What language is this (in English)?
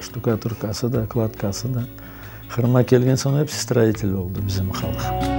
Crimean Tatar